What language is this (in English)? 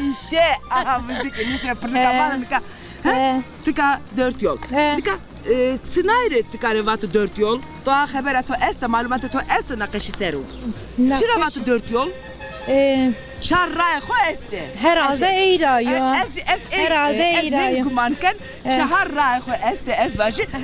Zaza